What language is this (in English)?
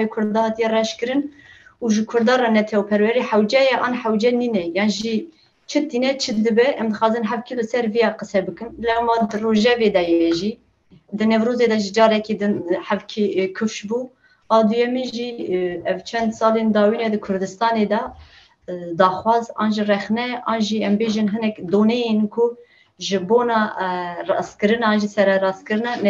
Kurdish